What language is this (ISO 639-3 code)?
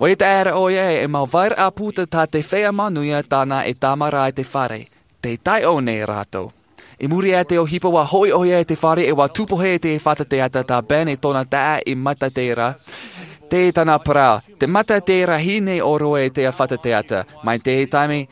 tah